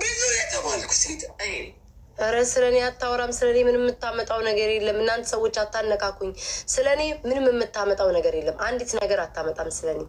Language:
Amharic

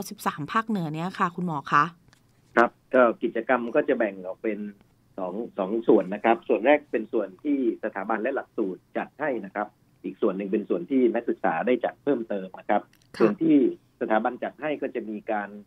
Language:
Thai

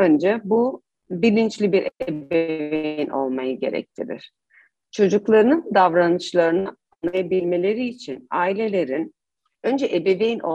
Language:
Turkish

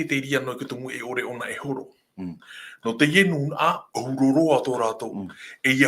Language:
Tahitian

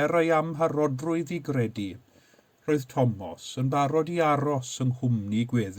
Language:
Welsh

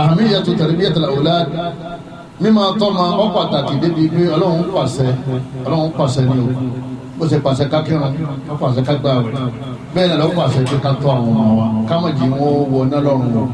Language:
Yoruba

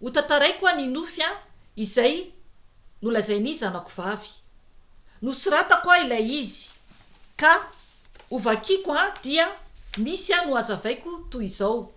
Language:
Malagasy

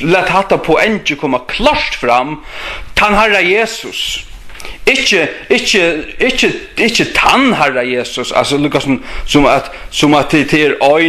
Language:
Faroese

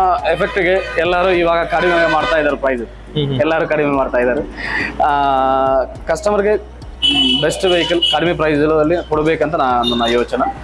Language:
Kannada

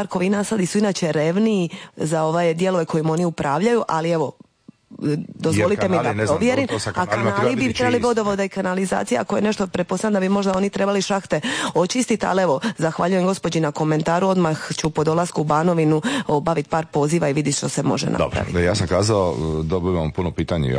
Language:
Croatian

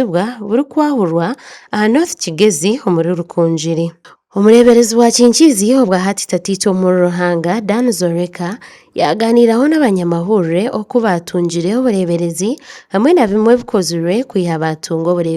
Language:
Nyankole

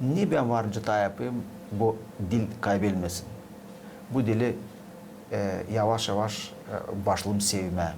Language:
Gagauz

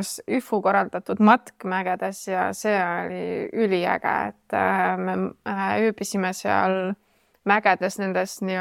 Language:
Estonian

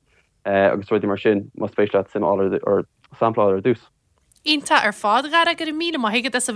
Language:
Irish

